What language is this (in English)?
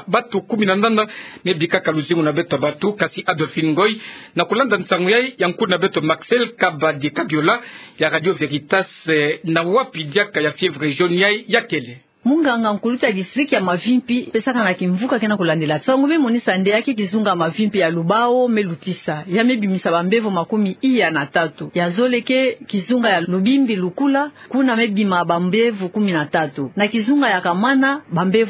Kituba (Democratic Republic of Congo)